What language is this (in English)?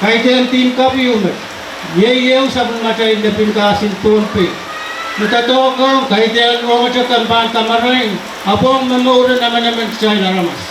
Pohnpeian